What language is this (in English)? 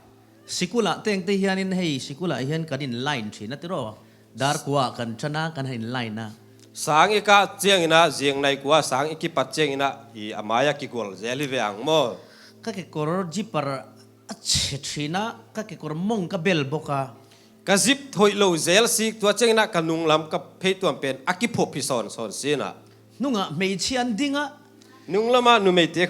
Tedim Chin